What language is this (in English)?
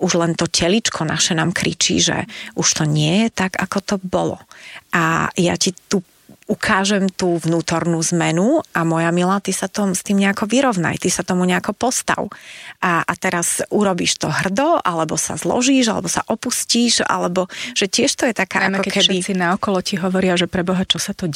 Slovak